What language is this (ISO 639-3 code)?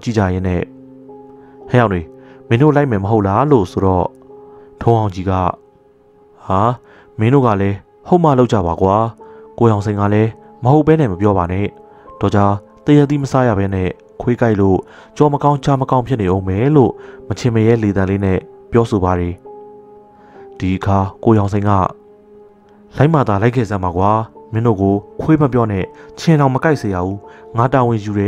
mya